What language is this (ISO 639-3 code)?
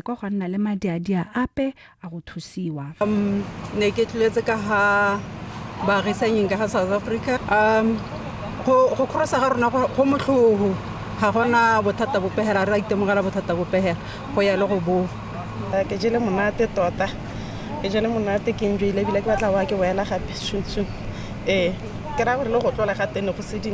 tsn